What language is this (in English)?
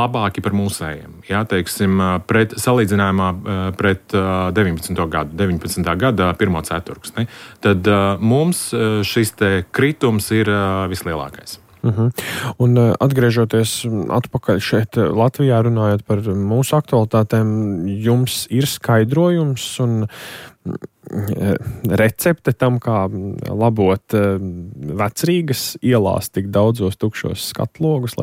Latvian